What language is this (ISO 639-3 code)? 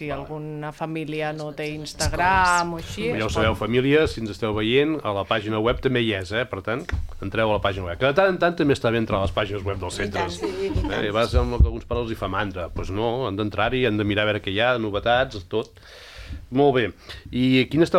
cat